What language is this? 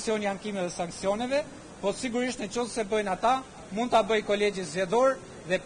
Albanian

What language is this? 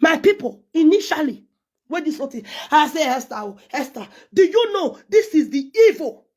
Nigerian Pidgin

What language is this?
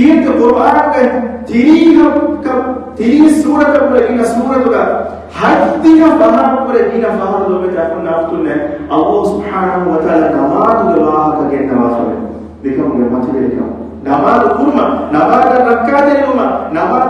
Divehi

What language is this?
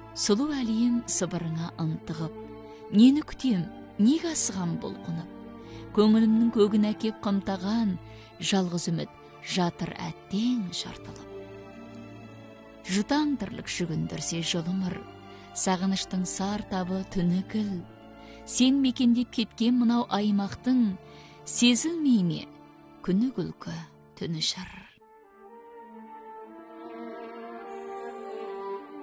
Kazakh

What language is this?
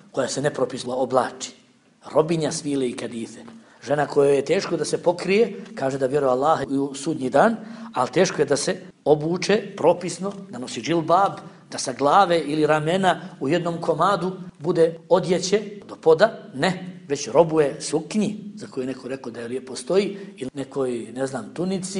Bosnian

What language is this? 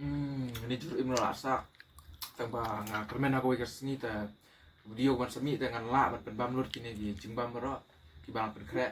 Khasi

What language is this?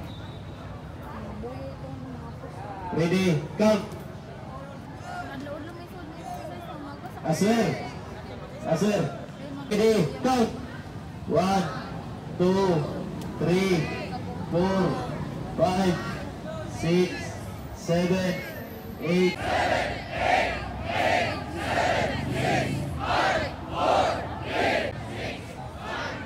Filipino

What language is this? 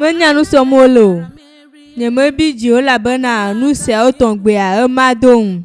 Ewe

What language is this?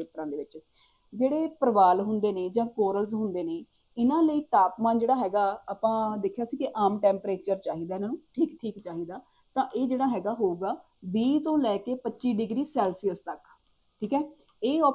Punjabi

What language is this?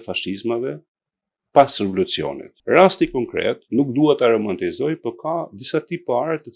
Albanian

